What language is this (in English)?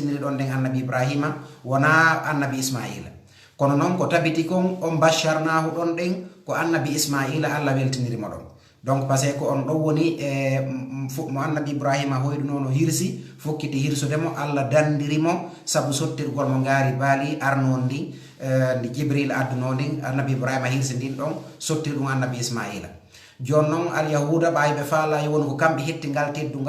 Fula